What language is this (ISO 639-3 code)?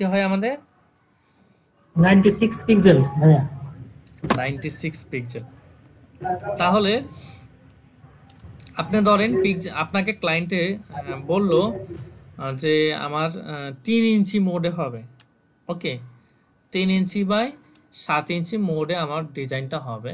ben